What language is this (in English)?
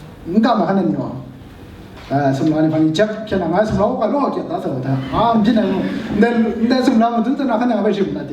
Kachin